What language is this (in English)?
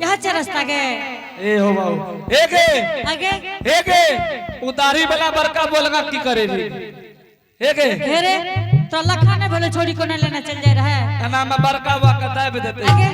Angika